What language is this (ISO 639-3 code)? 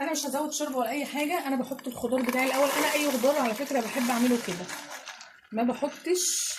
arz